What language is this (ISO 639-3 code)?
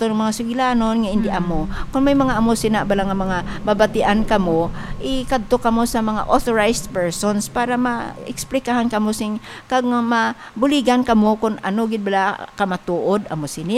hil